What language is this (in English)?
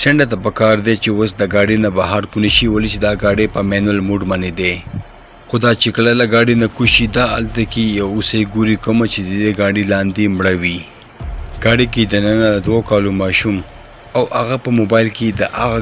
Pashto